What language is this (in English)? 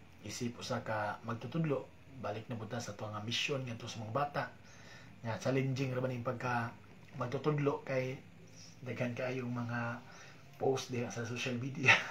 Cebuano